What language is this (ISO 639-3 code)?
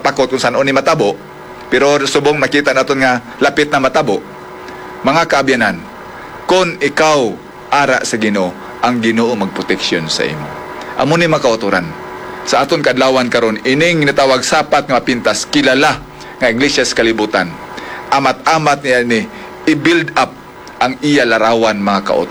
hil